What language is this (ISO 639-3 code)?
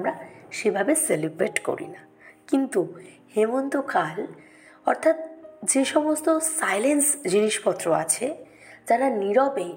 ben